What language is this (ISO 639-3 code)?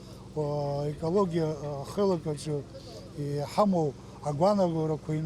abk